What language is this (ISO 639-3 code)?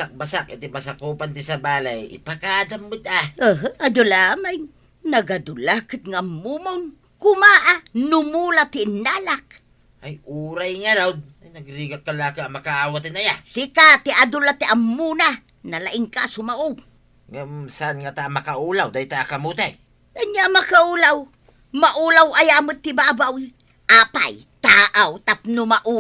ilo